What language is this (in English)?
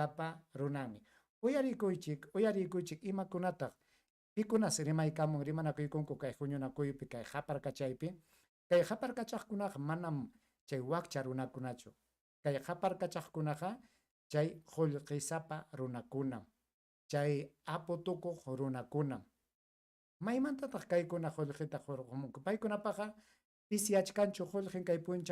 Ayacucho Quechua